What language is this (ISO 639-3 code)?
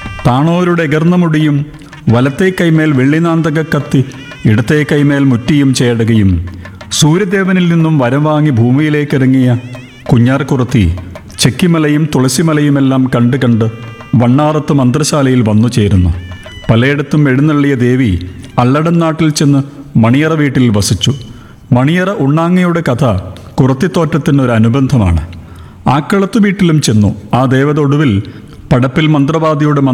mal